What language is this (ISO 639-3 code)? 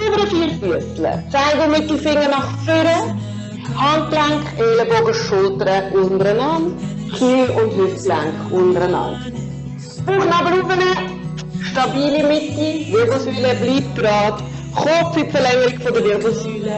gsw